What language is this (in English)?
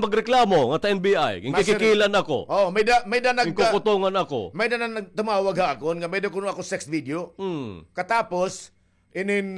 Waray